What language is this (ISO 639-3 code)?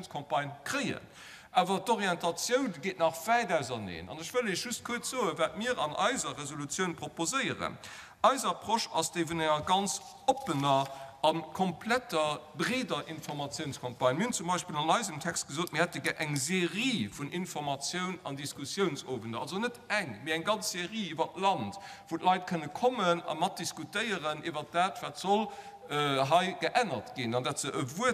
ltz